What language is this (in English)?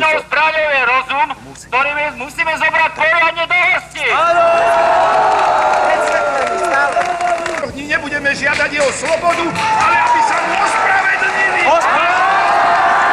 Slovak